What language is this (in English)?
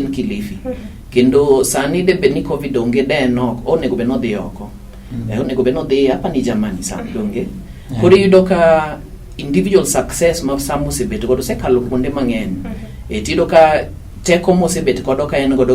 Luo (Kenya and Tanzania)